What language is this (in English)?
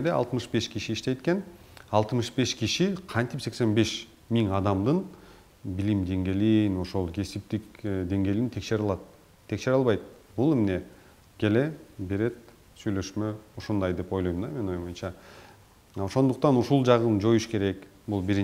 Kyrgyz